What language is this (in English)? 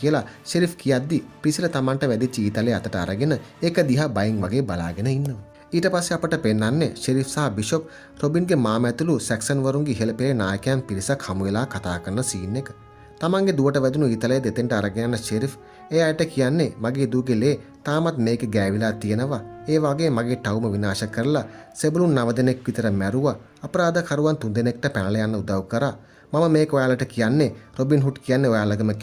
Sinhala